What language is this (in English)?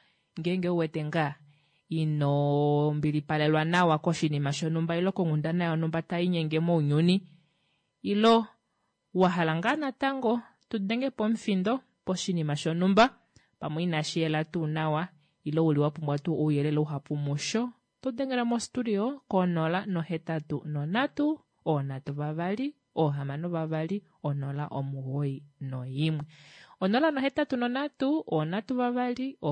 Kuanyama